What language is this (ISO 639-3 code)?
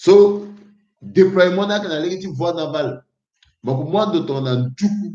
sag